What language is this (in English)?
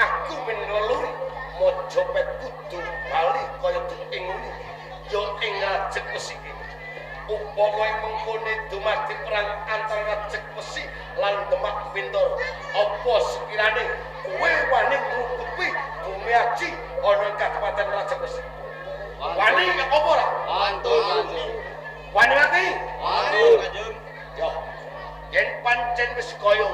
Javanese